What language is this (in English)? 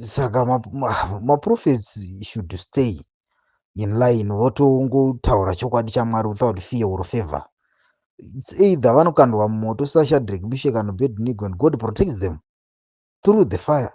Shona